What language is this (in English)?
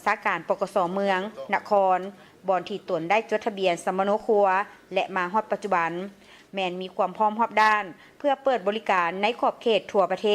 Lao